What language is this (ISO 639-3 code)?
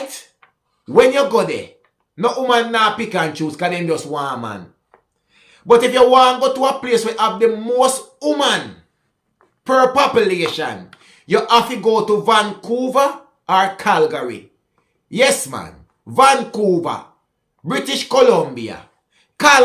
jam